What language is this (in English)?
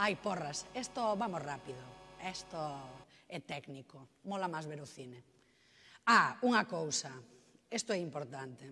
Galician